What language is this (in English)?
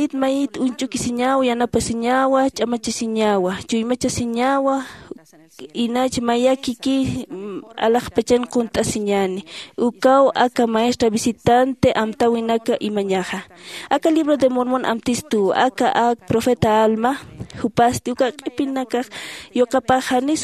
Aymara